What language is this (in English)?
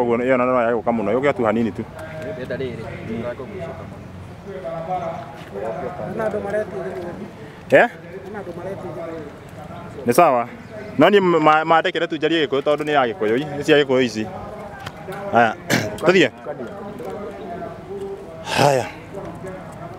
Kikuyu